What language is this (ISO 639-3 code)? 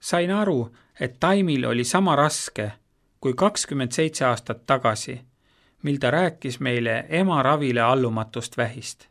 est